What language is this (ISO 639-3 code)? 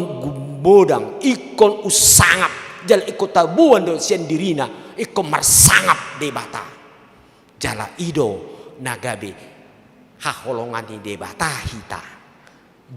bbc